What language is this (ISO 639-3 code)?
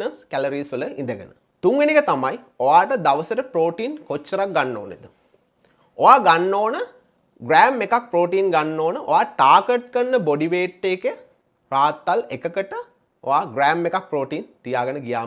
sin